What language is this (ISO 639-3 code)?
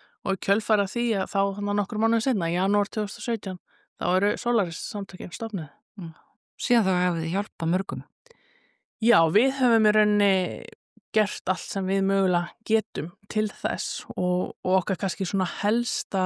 isl